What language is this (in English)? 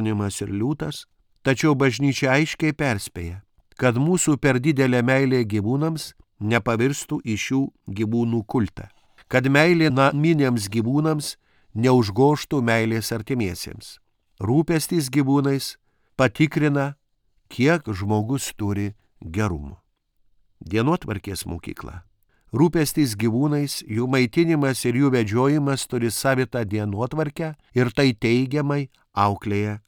Lithuanian